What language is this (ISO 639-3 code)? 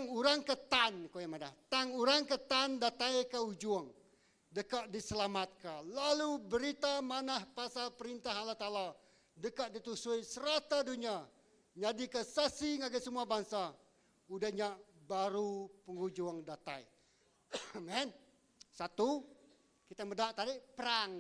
iba